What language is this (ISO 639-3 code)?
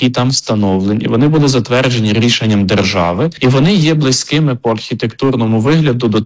ukr